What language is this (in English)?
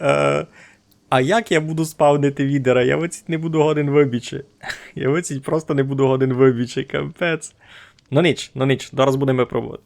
Rusyn